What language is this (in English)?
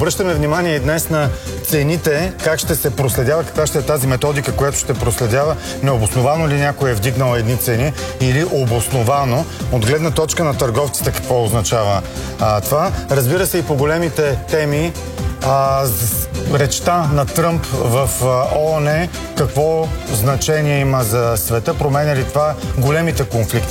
Bulgarian